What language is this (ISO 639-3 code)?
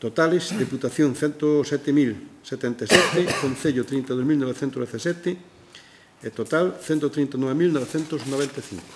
glg